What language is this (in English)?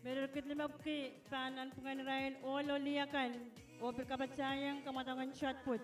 Pohnpeian